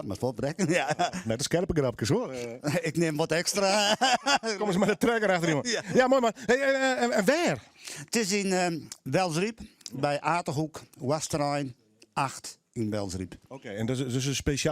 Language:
Western Frisian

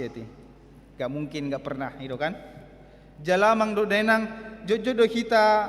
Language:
Batak Toba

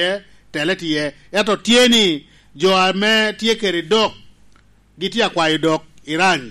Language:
Lango (Uganda)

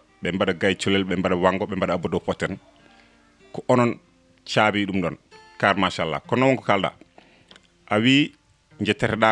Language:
Fula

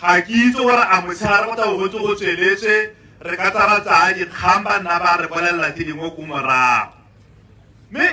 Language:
Tswana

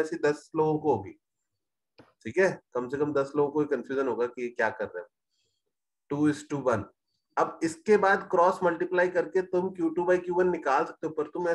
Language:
Hindi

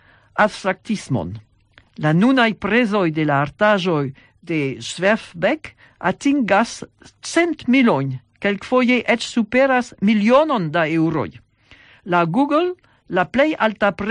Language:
Esperanto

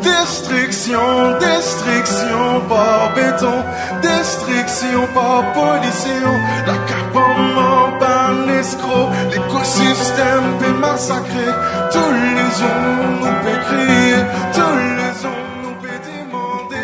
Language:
Morisyen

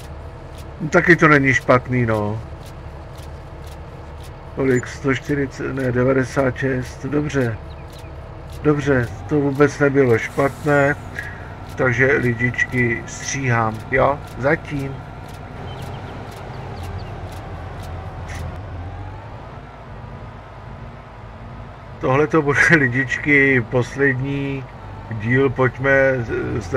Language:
Czech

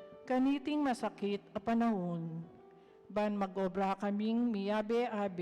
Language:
Pampanga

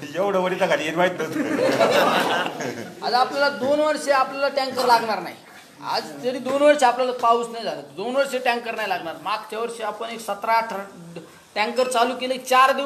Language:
Marathi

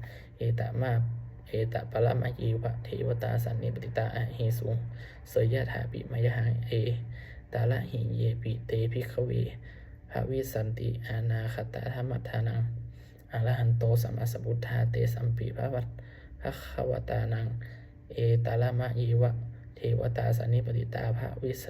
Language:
Pali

